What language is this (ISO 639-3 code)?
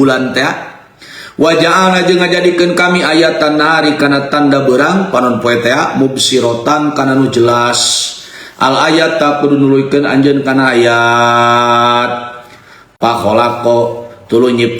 sun